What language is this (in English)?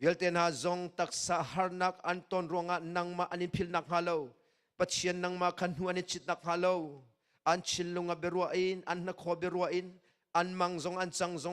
Hakha Chin